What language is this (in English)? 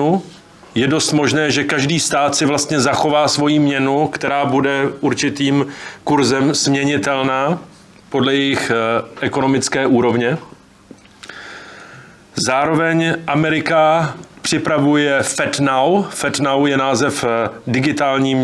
Czech